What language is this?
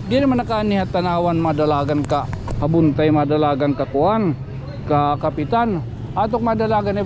Waray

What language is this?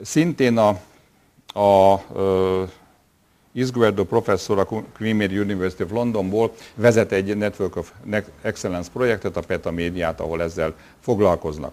Hungarian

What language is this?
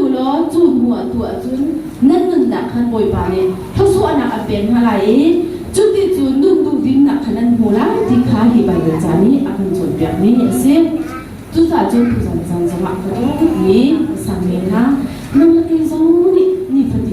Hakha Chin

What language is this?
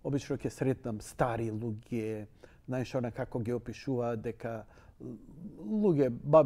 Macedonian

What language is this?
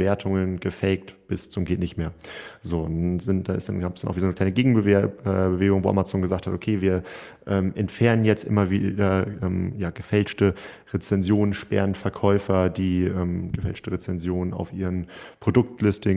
German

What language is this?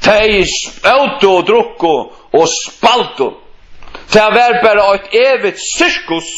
Faroese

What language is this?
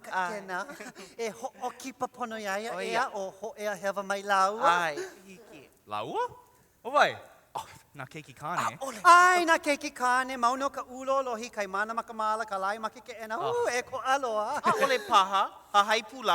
Hawaiian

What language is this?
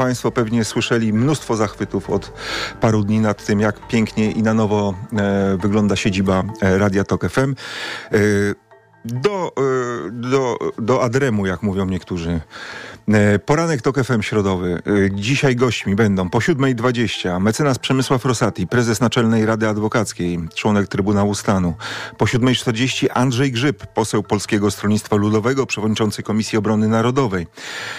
Polish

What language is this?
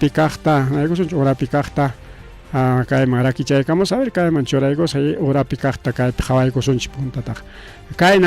Ayacucho Quechua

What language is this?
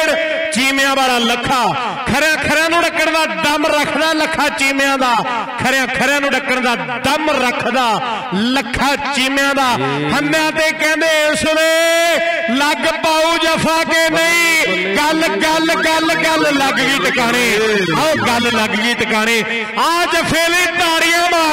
Punjabi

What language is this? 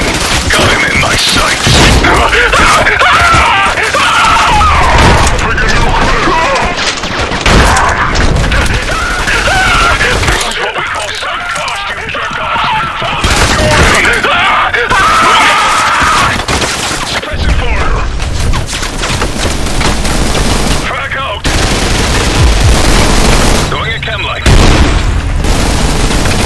English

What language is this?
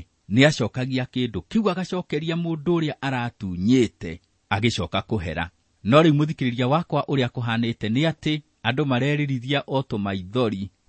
Kikuyu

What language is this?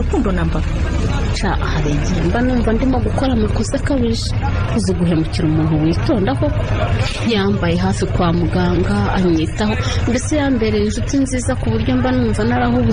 Kinyarwanda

